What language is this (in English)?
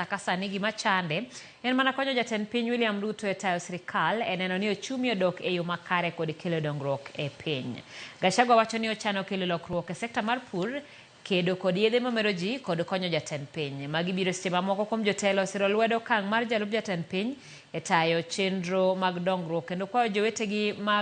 Luo (Kenya and Tanzania)